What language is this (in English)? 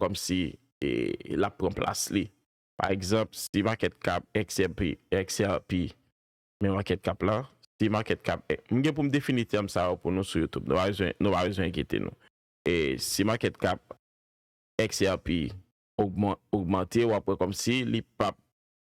Haitian Creole